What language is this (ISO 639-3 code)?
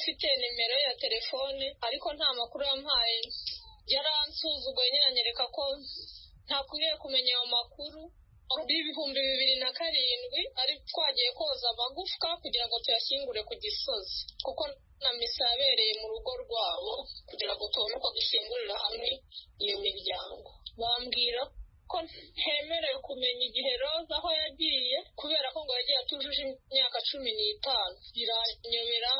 kin